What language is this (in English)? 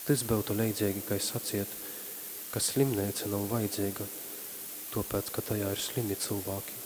Latgalian